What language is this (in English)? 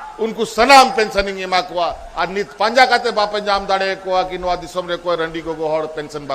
Santali